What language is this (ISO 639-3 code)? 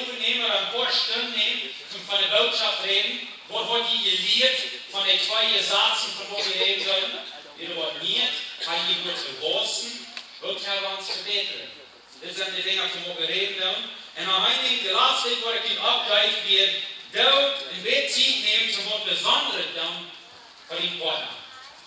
pdt